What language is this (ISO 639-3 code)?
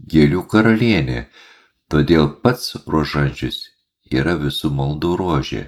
lit